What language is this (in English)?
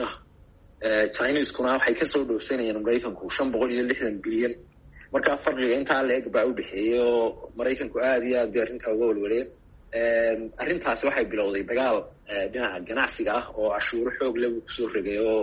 Somali